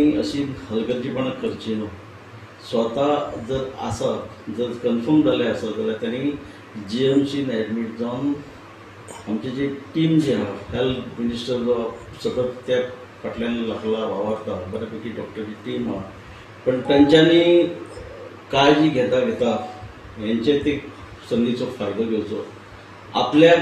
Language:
Konkani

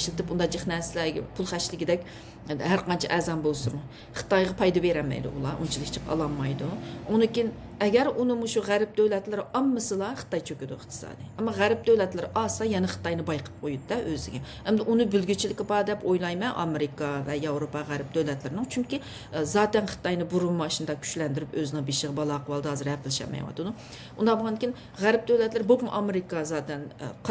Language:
Uyghur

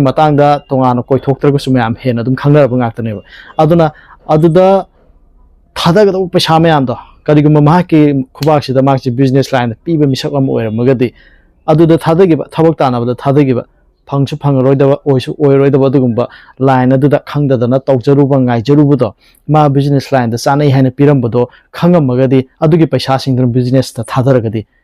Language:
Manipuri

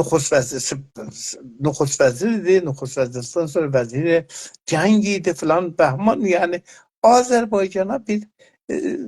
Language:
South Azerbaijani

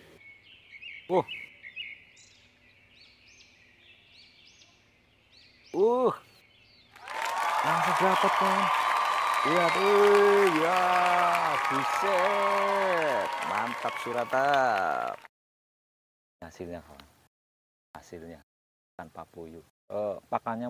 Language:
Indonesian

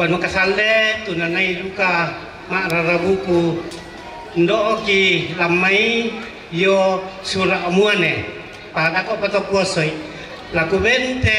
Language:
Toraja-Sa'dan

